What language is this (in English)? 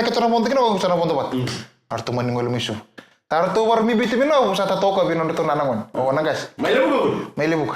Fijian